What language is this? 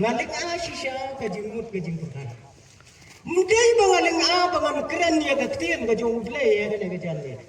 Khasi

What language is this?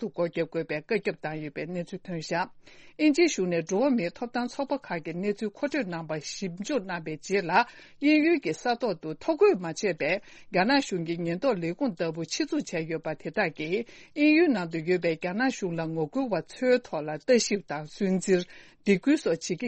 Tibetan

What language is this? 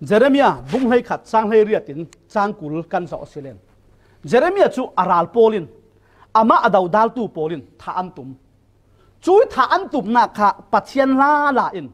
Falam Chin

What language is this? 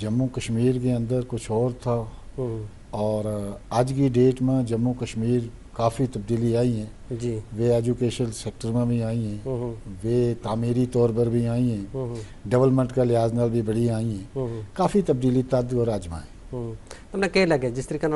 Gujari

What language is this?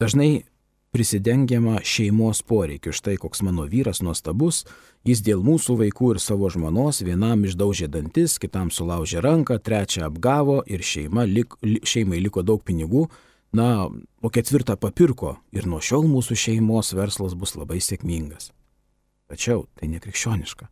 Lithuanian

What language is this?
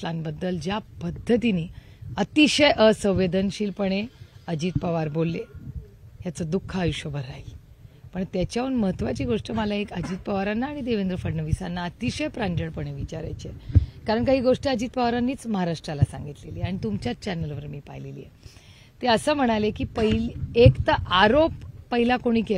Marathi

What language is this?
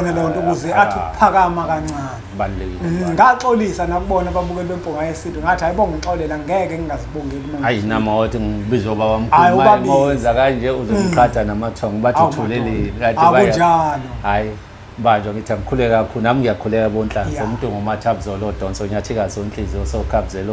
Zulu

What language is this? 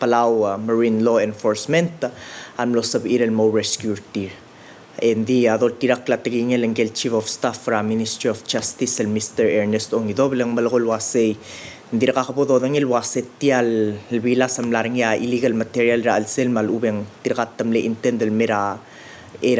Palauan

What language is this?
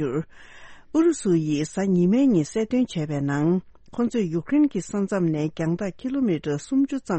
Tibetan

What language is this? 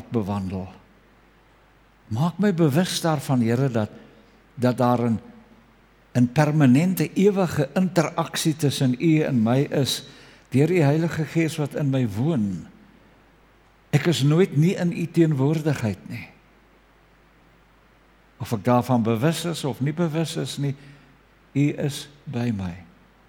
Afrikaans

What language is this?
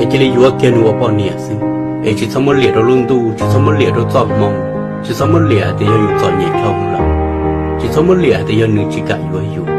Hmong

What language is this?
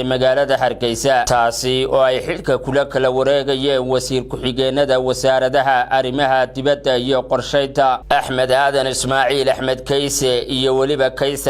Somali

